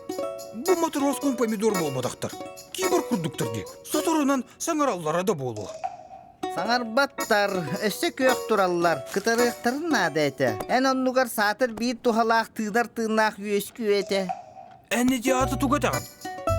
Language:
Yakut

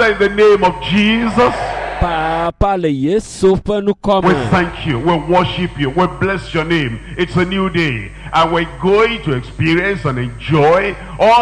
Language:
Ewe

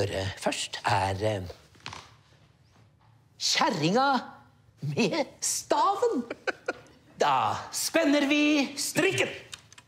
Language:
Norwegian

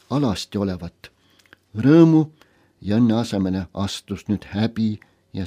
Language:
Estonian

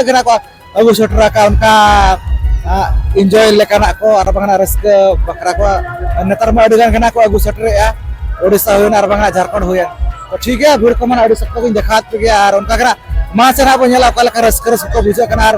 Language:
Santali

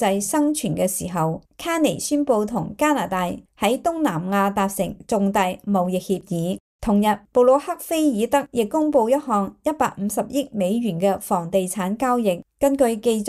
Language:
Cantonese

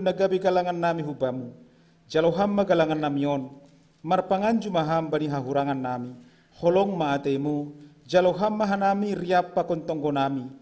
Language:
Batak Simalungun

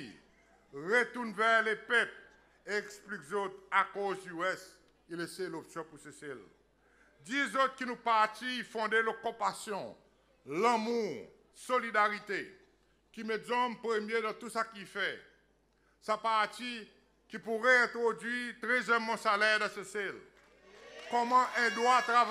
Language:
Seselwa Creole French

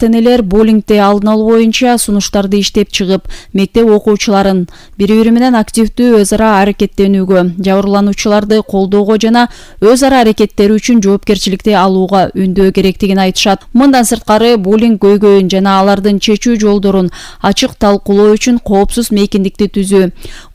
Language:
Kyrgyz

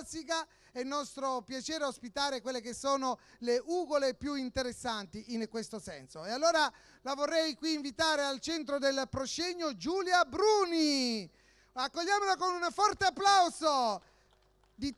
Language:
Italian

